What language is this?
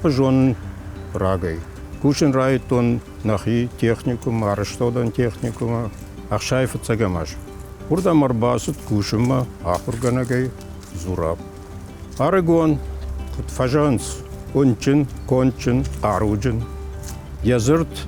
Ossetic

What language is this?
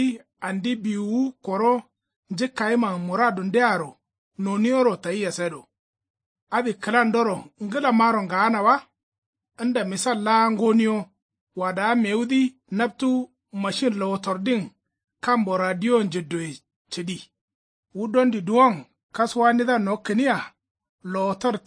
Kanuri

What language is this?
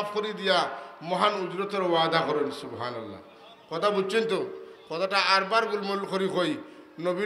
Sylheti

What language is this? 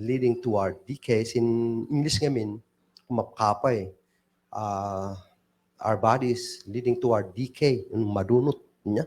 Kankanaey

